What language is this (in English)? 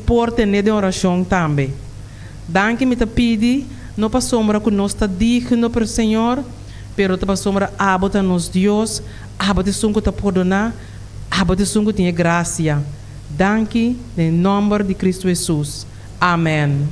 Papiamento